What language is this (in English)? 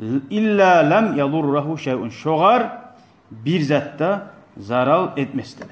Kumyk